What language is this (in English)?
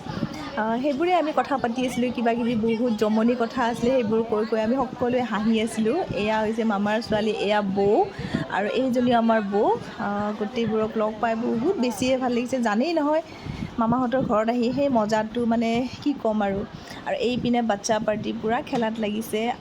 Assamese